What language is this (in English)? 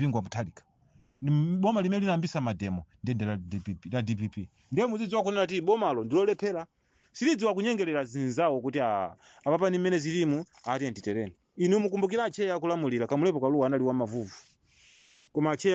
Nyanja